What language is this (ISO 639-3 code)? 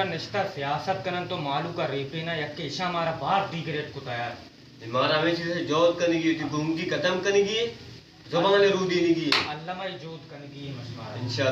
bal